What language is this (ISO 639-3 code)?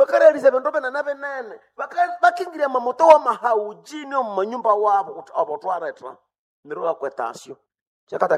nnb